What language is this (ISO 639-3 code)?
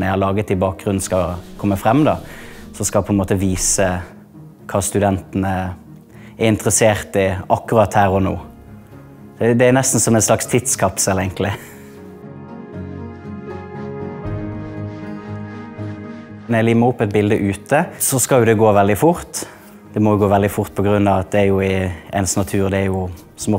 nor